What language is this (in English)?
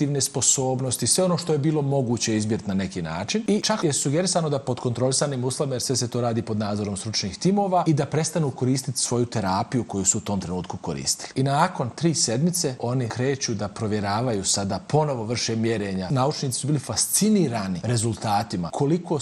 Bosnian